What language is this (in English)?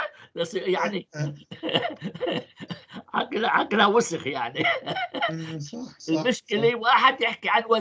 North Levantine Arabic